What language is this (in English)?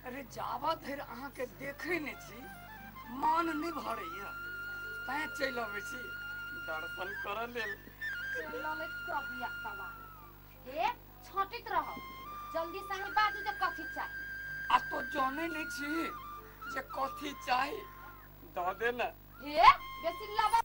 Maithili